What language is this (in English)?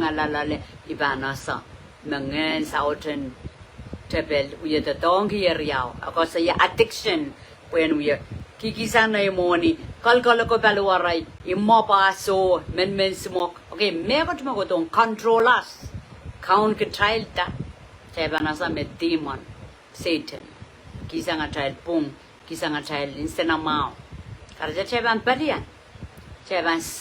Pohnpeian